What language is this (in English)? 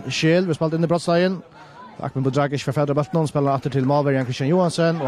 Faroese